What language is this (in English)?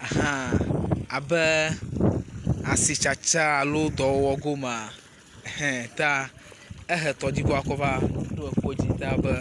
Ewe